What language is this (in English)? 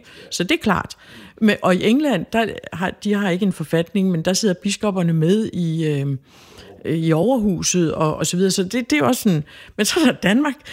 Danish